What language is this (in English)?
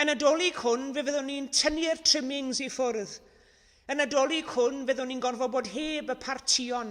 Welsh